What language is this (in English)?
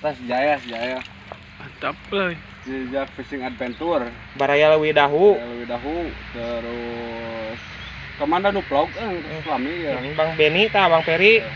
Sundanese